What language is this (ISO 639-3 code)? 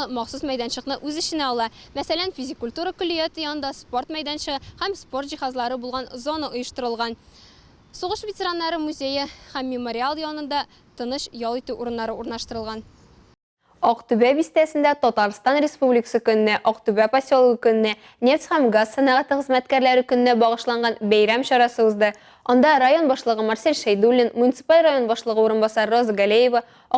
tat